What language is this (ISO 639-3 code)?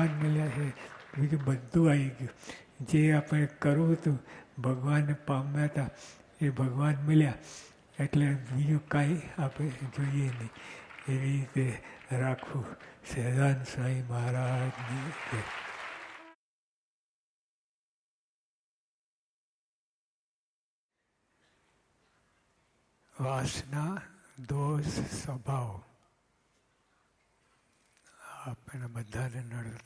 guj